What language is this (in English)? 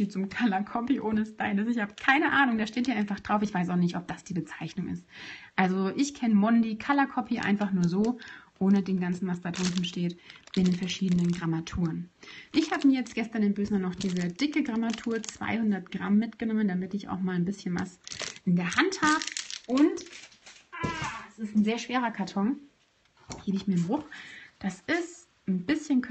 German